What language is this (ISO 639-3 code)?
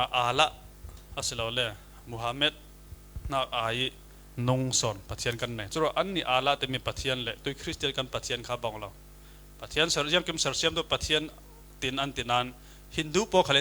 cfm